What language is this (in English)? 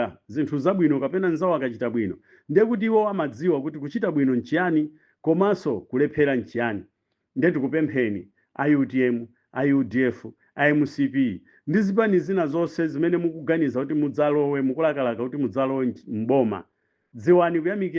Nyanja